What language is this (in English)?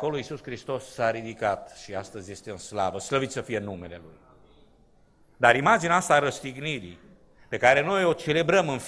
Romanian